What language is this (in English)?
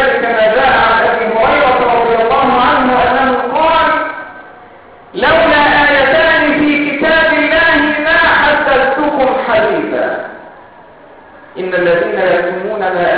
Arabic